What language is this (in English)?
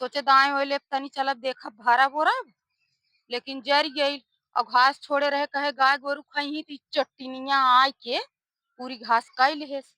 Awadhi